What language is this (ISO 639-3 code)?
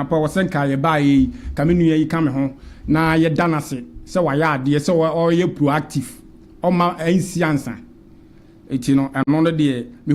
aka